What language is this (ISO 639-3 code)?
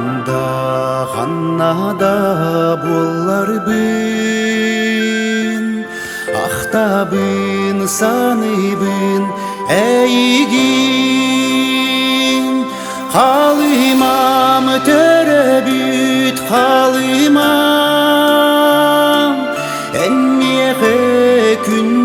sah